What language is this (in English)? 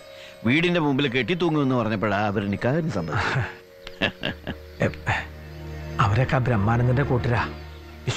Malayalam